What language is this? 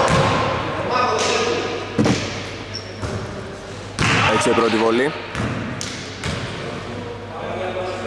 Greek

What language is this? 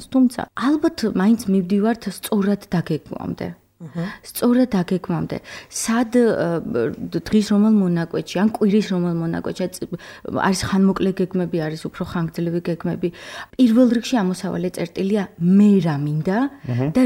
Georgian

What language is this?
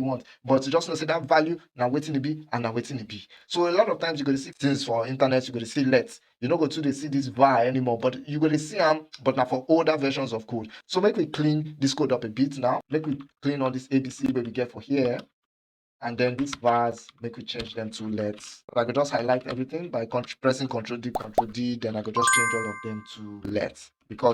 Nigerian Pidgin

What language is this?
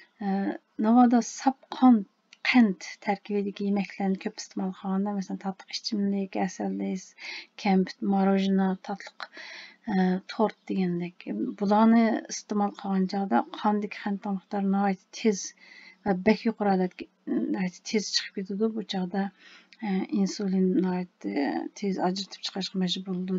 Uyghur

